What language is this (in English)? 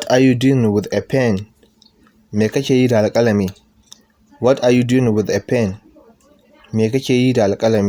Hausa